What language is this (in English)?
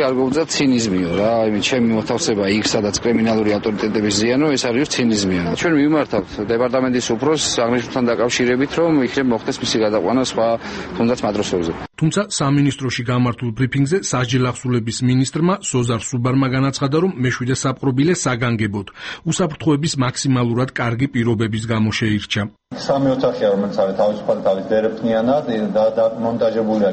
Georgian